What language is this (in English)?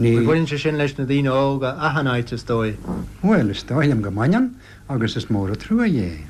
Irish